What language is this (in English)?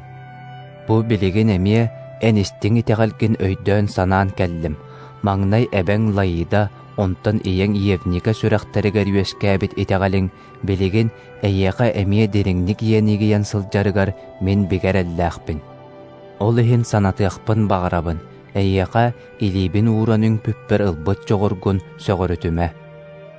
Yakut